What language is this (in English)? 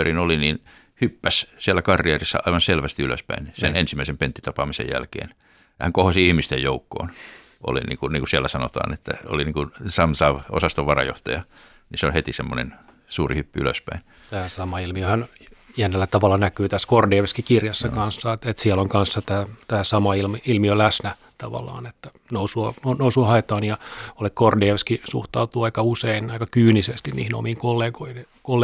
Finnish